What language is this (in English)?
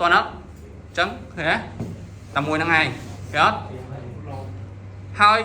Khmer